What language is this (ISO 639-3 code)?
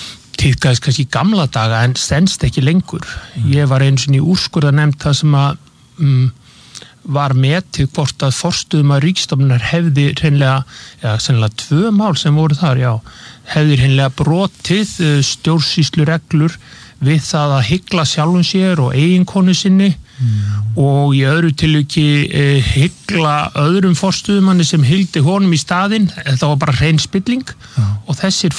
isl